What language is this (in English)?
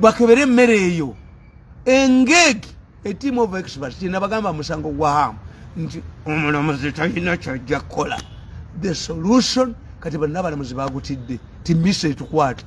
Ganda